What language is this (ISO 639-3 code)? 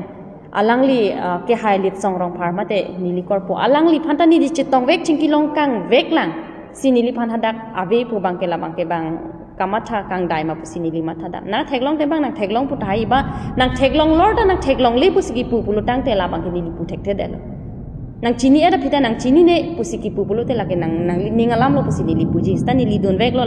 mjw